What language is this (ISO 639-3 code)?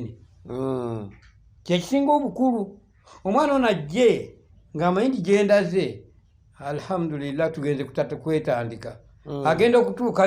lug